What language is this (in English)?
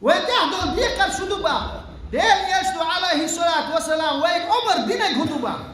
Chechen